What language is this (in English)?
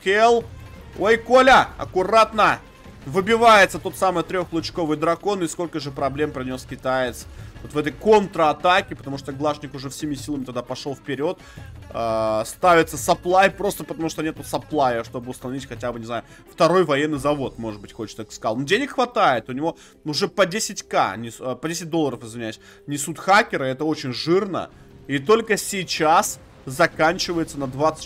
Russian